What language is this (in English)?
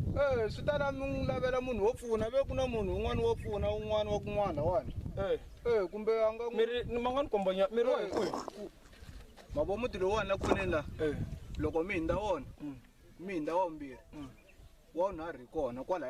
Tsonga